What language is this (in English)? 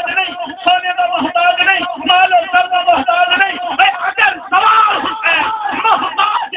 Saraiki